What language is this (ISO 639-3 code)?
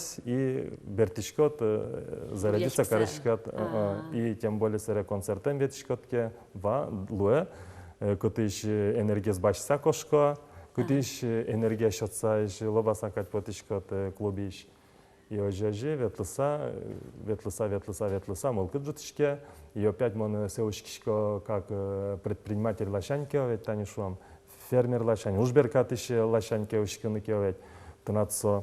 udm